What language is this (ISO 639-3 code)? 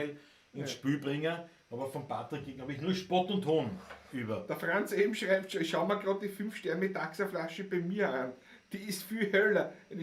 bar